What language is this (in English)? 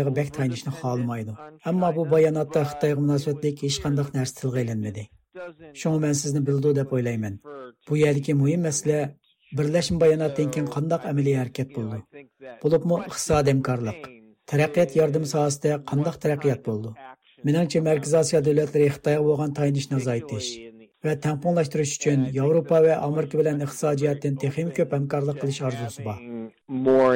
Uyghur